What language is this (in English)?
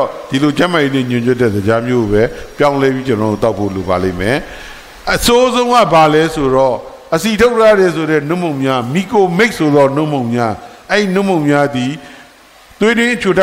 Burmese